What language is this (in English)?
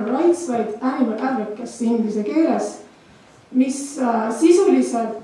Estonian